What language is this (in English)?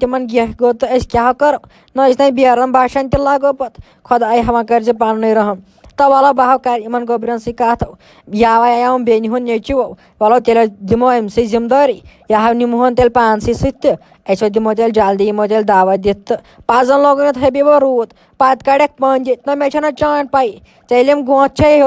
Kashmiri